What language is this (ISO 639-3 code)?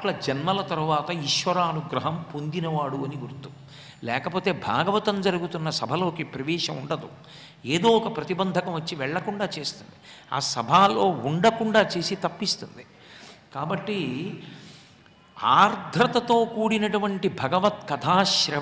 tel